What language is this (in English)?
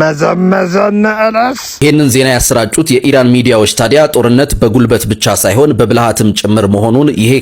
Amharic